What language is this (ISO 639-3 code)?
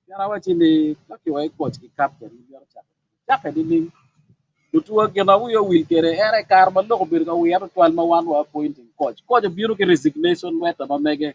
ach